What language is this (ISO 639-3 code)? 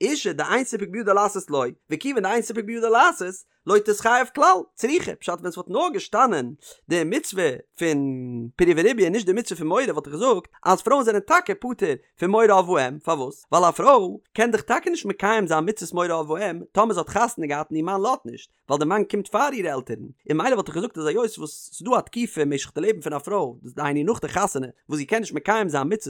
yid